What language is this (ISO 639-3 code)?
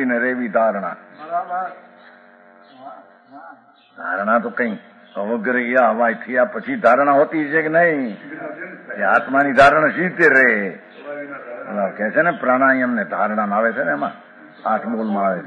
guj